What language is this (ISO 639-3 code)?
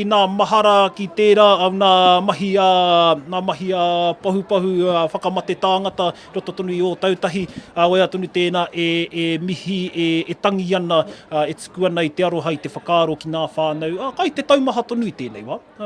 mri